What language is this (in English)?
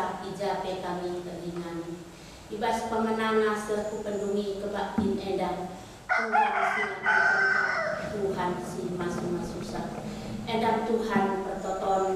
Batak Karo